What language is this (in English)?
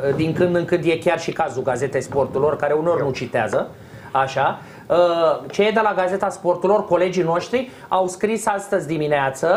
Romanian